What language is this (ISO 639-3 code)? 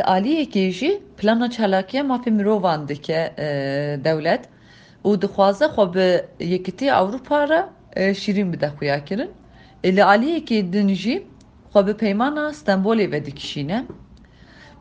kur